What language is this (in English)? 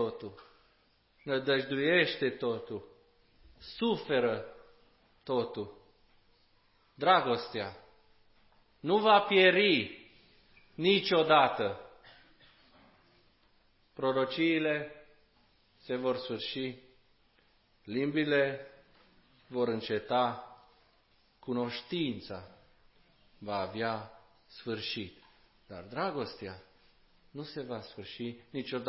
Romanian